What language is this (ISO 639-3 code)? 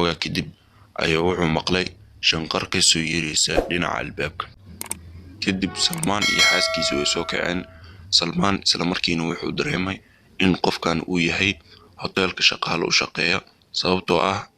som